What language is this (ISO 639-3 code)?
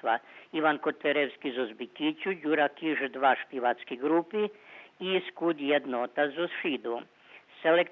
rue